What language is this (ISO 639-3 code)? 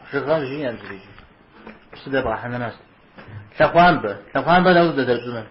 kbd